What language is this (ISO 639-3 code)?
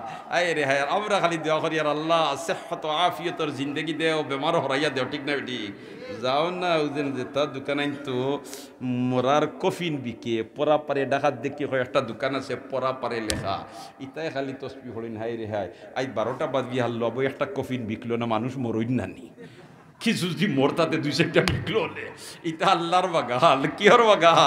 syl